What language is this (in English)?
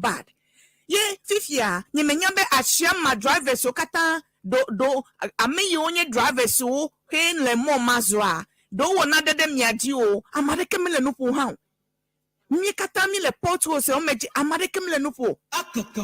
Ewe